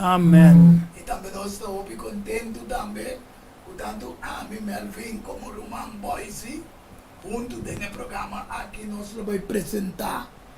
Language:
Papiamento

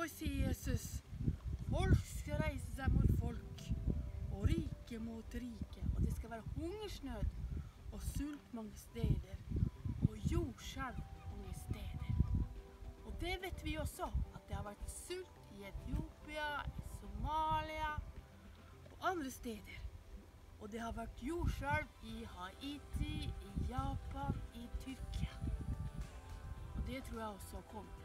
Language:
Norwegian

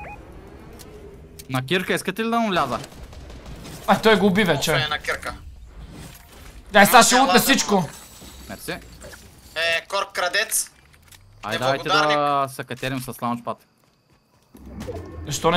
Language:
Bulgarian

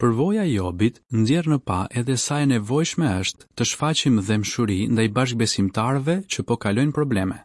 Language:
Albanian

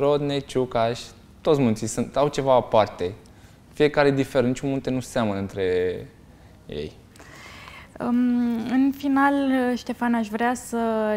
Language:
Romanian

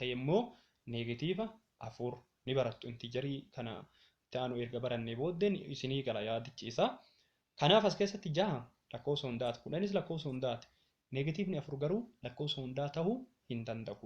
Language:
Oromo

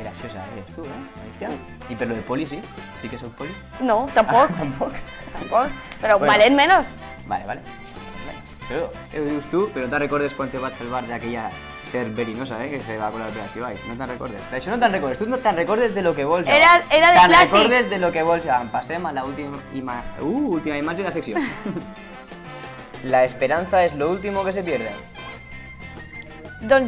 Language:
Catalan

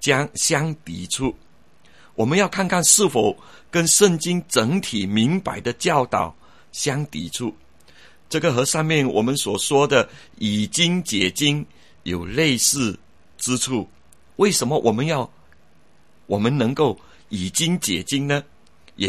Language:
Chinese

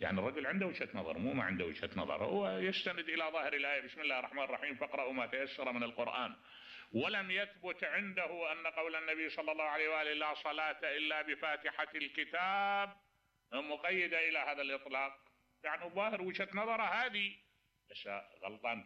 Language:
Mesopotamian Arabic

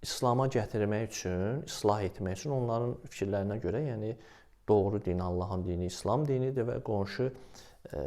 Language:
Azerbaijani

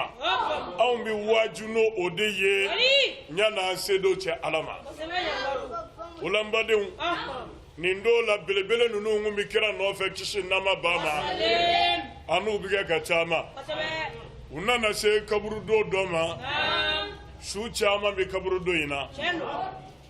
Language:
Bambara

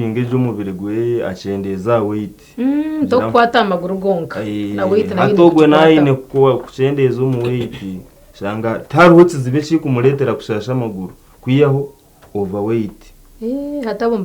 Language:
Nyankole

